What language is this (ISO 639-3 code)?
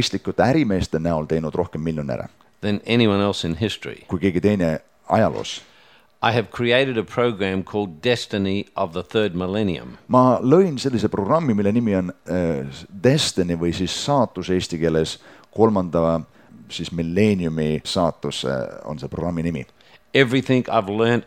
est